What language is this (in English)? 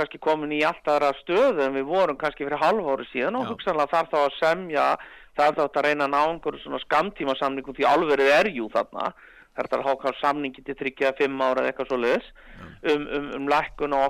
Icelandic